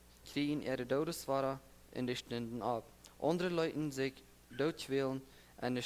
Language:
Plautdietsch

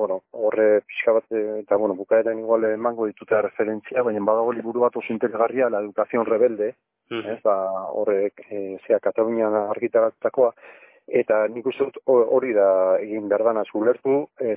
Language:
Basque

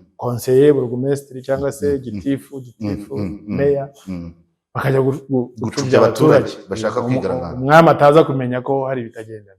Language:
Kinyarwanda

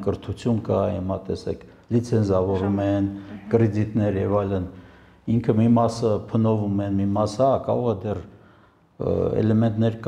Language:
Armenian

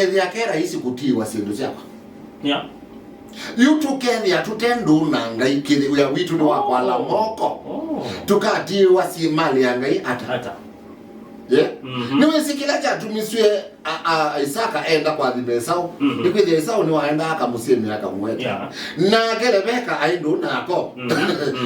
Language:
Kamba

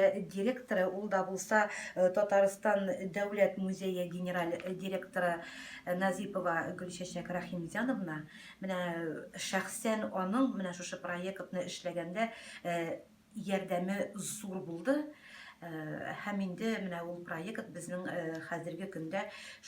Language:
Tatar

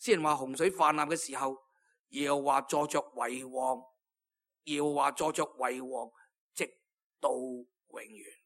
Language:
Cantonese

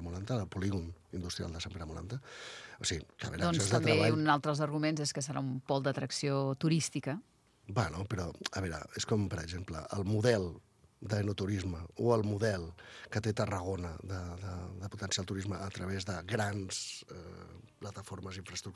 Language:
Catalan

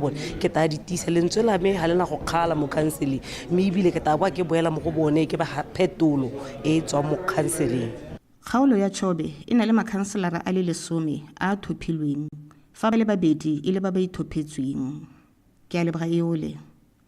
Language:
Tswana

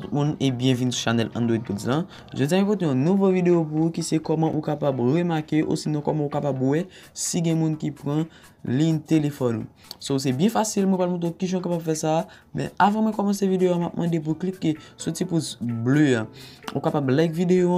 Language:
Haitian Creole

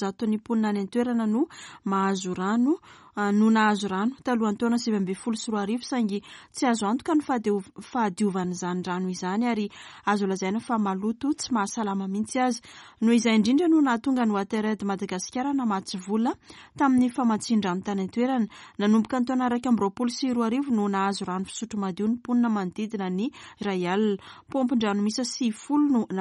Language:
Malagasy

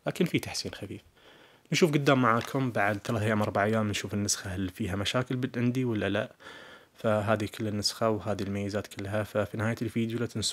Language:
Najdi Arabic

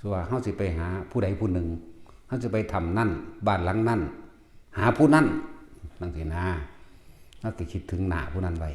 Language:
Northeastern Thai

